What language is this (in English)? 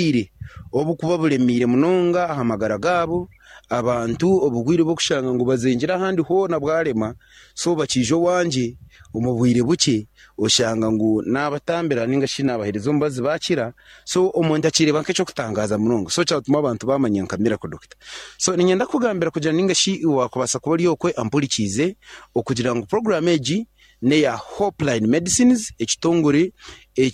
Nyankole